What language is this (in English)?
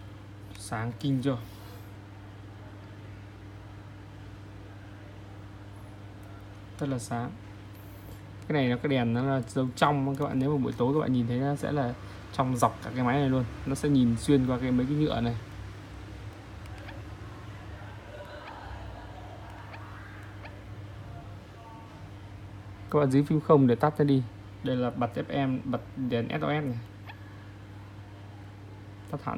Vietnamese